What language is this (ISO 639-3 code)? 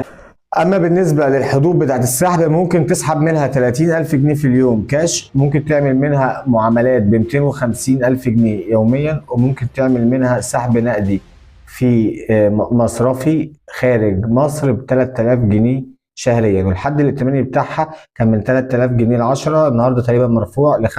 arz